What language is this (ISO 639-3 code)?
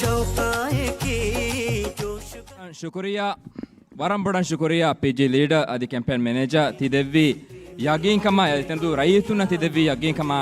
div